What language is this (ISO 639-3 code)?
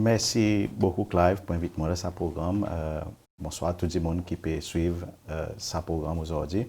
crs